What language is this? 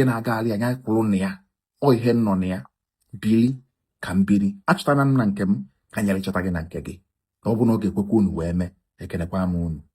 Igbo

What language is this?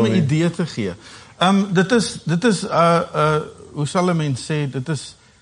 Afrikaans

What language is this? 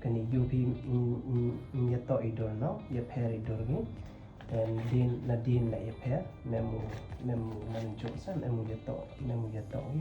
Pnar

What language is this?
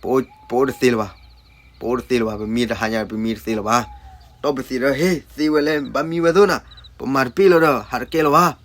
S'gaw Karen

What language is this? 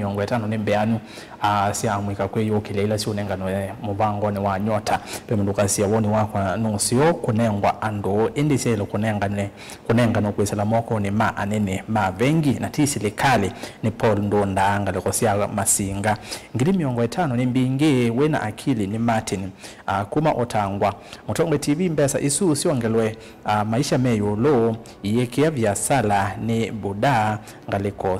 Kamba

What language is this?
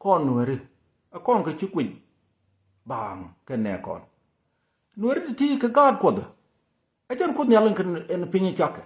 Nuer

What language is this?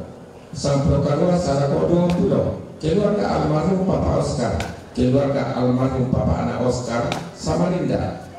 Toraja-Sa'dan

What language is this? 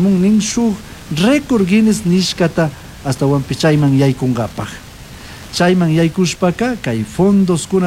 Chimborazo Highland Quichua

